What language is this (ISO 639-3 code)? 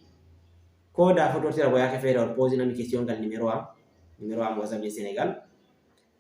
ful